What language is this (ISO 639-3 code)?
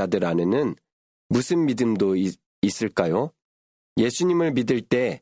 kor